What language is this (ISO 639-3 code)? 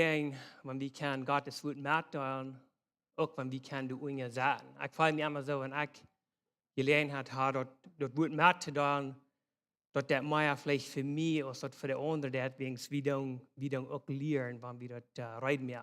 pdt